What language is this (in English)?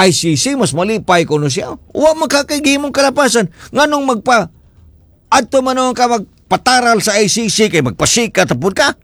Cebuano